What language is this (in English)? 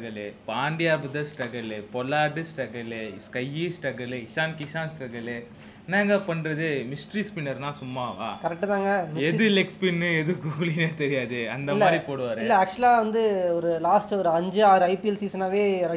Tamil